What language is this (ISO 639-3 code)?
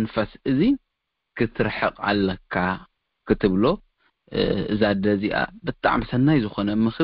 tir